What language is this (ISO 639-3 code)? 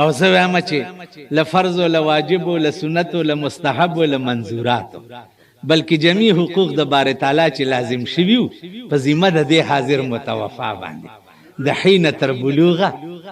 pus